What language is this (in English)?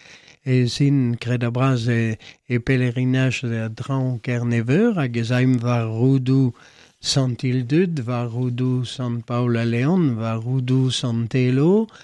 Breton